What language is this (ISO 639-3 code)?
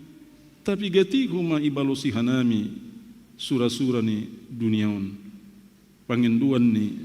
bts